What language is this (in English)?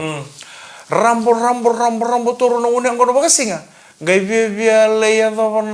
Fijian